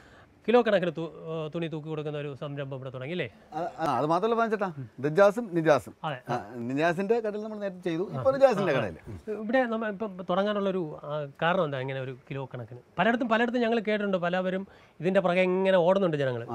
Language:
Malayalam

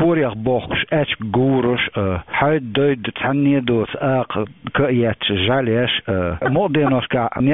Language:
Chechen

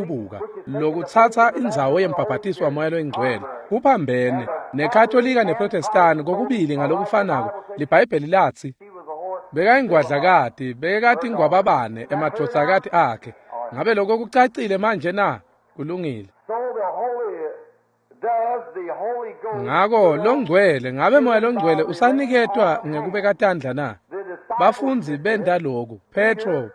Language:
Swati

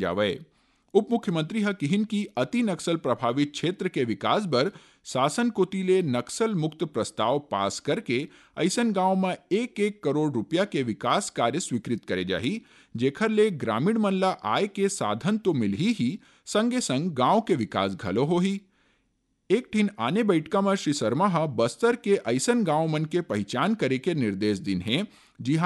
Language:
Chhattisgarhi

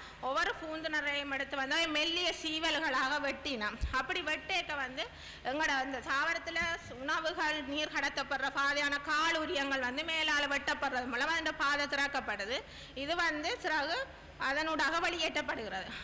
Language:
Tamil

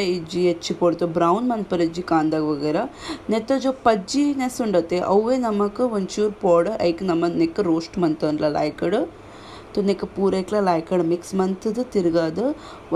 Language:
Tulu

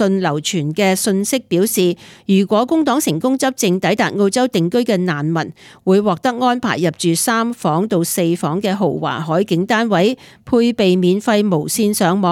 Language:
Cantonese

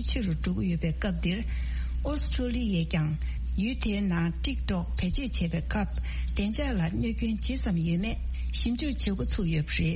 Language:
Tibetan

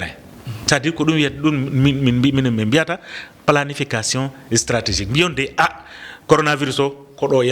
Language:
Fula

